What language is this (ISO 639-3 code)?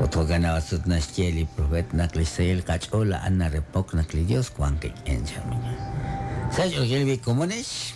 kek